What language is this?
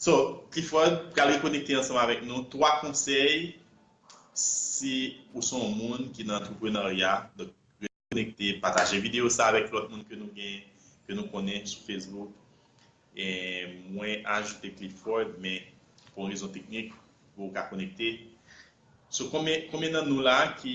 Haitian Creole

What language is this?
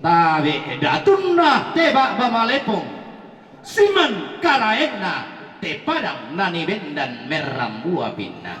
Toraja-Sa'dan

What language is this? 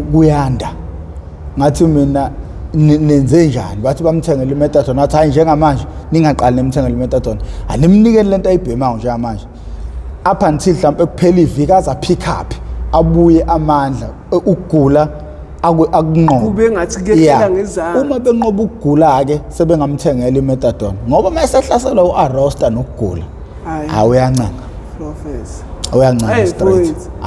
Zulu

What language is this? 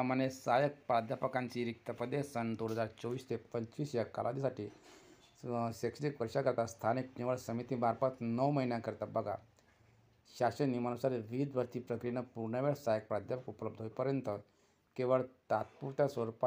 Marathi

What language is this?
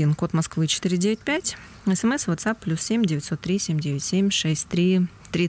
Russian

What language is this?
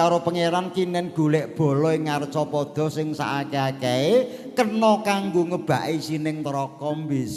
Javanese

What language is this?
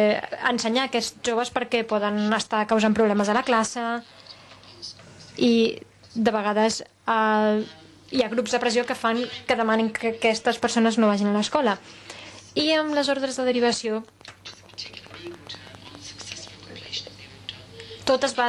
Catalan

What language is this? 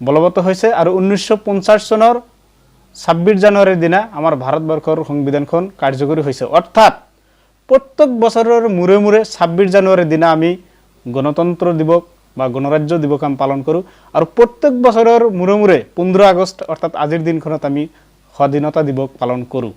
Assamese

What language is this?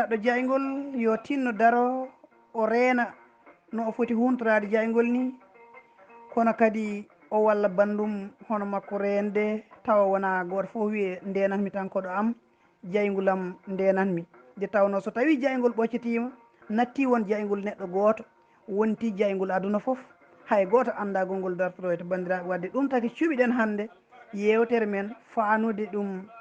Fula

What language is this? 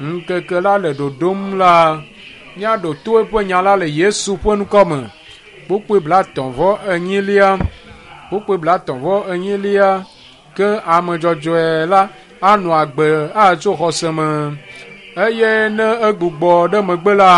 Ewe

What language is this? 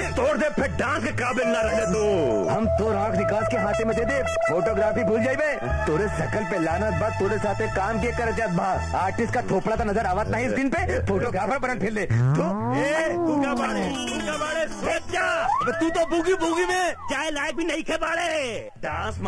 Bhojpuri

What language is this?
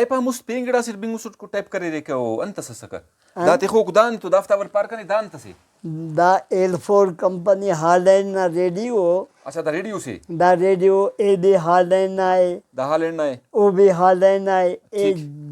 Brahui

